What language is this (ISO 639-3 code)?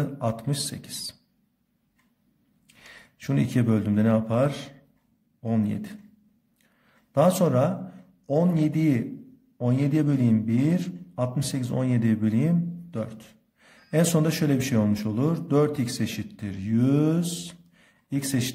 tur